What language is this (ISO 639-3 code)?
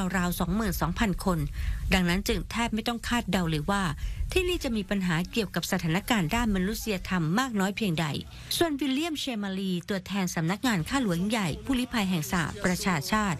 tha